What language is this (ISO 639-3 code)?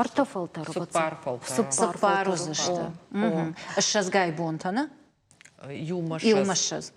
oss